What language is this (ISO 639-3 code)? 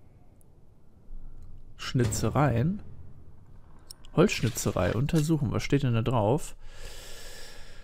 deu